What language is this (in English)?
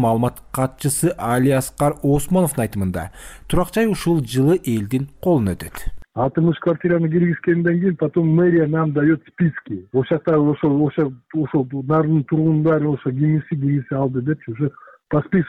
Kyrgyz